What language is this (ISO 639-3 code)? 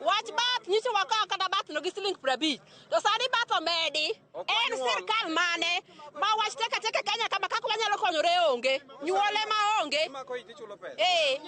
luo